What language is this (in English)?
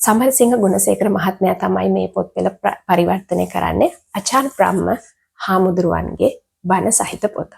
Sinhala